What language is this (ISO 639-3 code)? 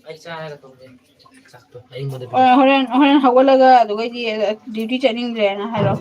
mni